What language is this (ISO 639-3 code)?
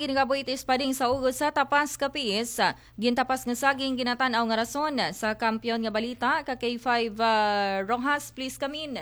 akl